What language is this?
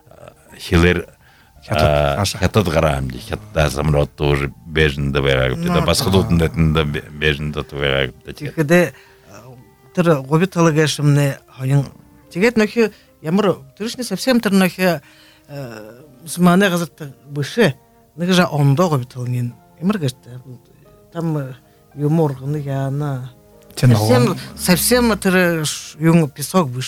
Buriat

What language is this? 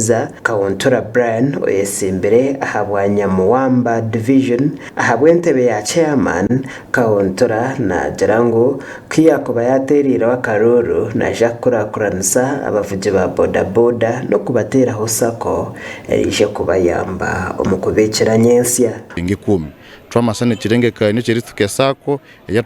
Nyankole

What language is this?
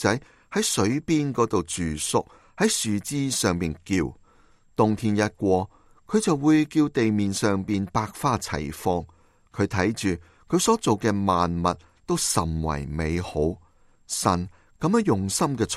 Cantonese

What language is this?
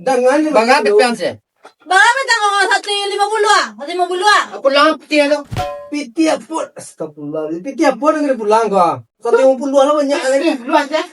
Minangkabau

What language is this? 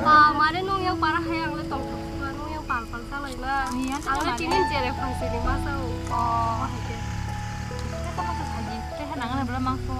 Kok Borok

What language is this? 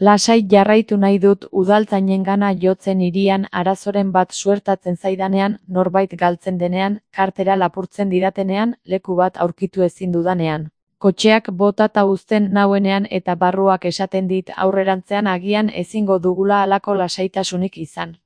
Basque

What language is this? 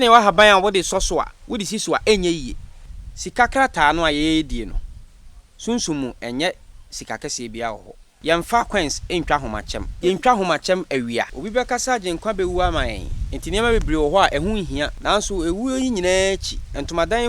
Akan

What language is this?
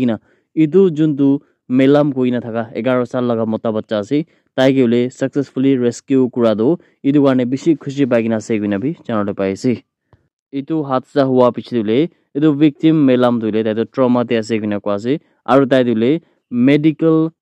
Naga Pidgin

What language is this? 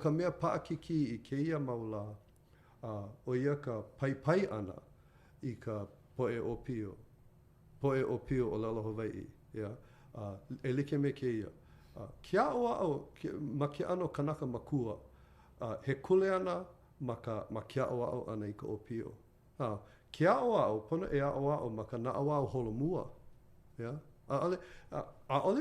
Hawaiian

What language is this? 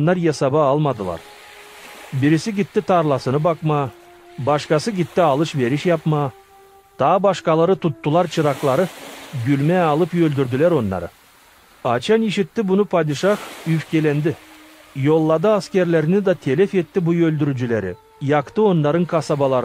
Gagauz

